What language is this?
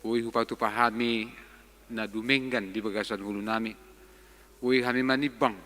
Batak Toba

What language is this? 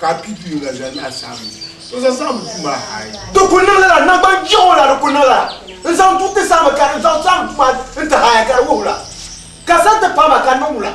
Dagbani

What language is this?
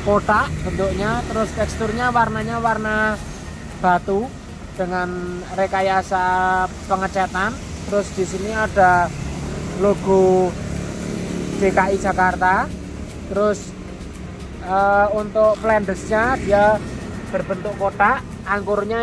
Indonesian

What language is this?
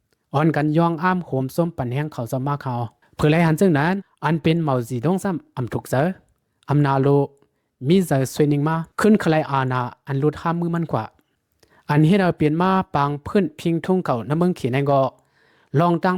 Shan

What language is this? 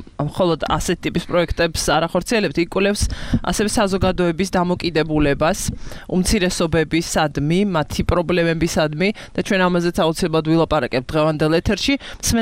Georgian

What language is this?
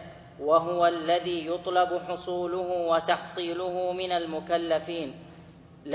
Arabic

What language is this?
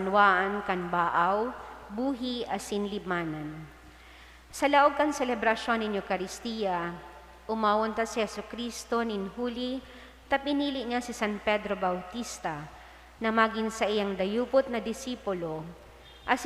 Bikol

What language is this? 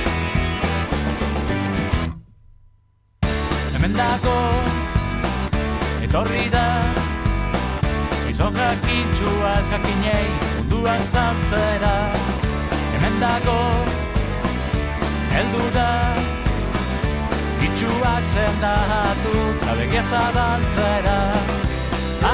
Basque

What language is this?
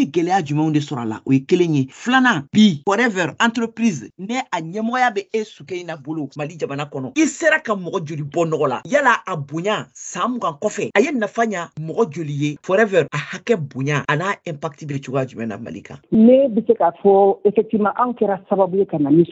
Bambara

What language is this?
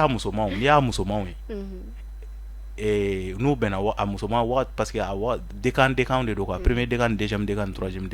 Bambara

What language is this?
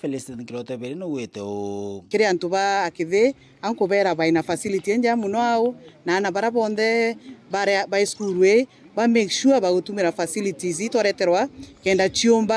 Meru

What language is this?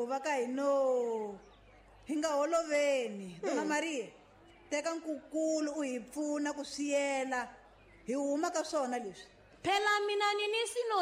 Tsonga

